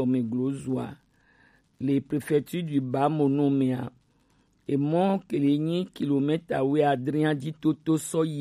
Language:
Gen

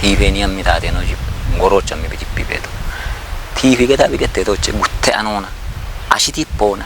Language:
Kafa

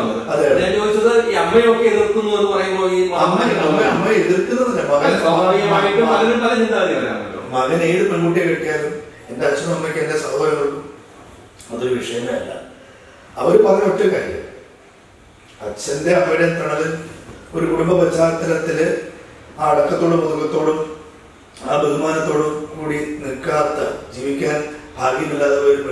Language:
Malayalam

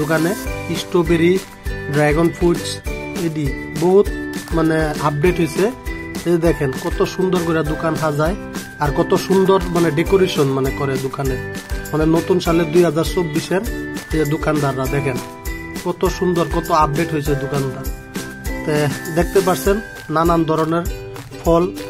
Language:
Bangla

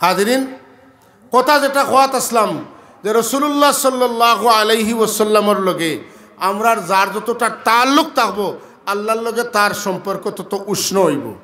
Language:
Sylheti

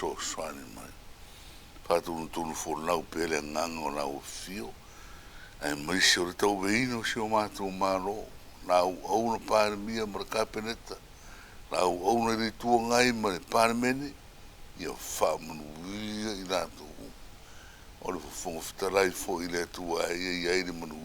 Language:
Samoan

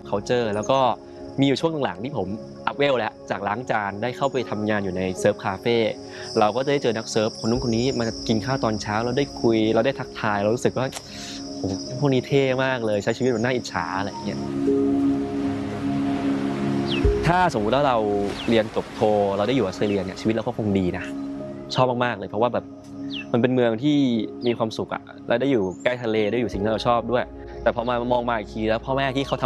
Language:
Thai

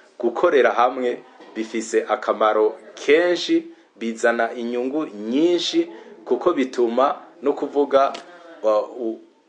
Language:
Rundi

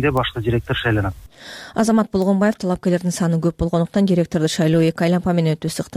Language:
Kyrgyz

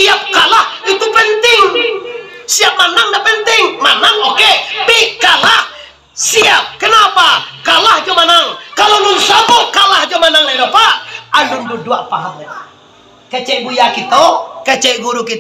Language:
Minangkabau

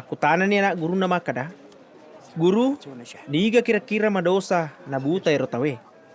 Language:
Buginese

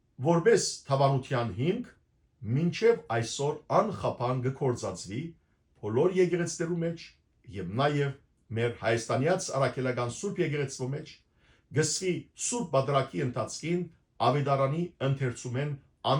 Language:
Western Armenian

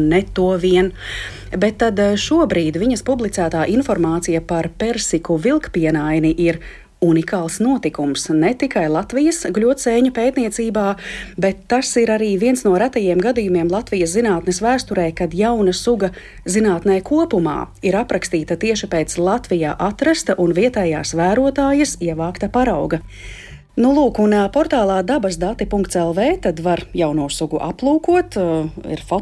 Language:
Latvian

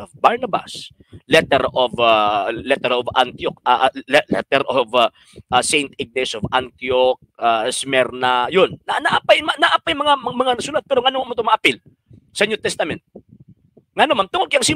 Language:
Cebuano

